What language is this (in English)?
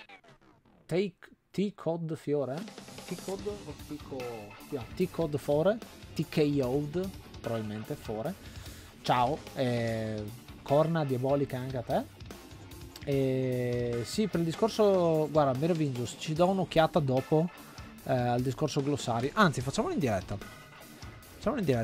Italian